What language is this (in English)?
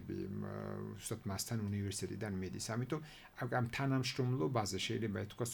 Georgian